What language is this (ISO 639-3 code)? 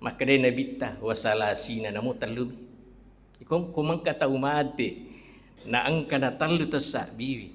bug